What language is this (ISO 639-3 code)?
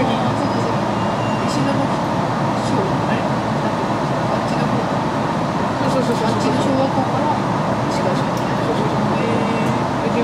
jpn